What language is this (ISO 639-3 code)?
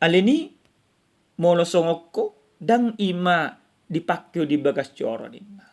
bbc